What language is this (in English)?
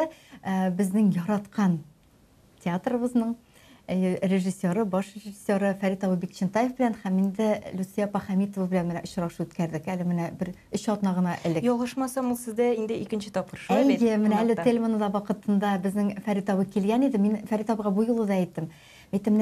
Tatar